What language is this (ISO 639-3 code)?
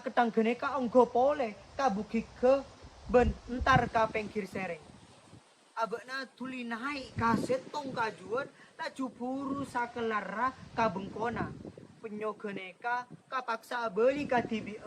mad